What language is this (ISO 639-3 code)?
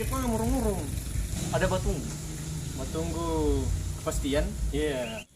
xmm